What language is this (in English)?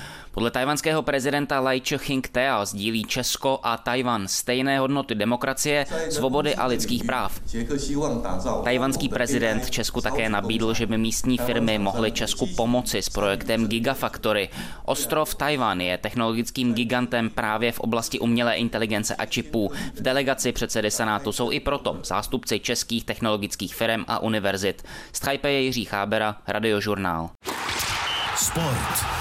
Czech